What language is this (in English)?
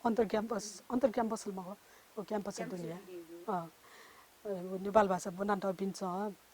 Newari